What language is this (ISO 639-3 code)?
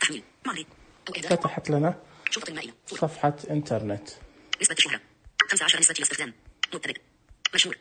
ars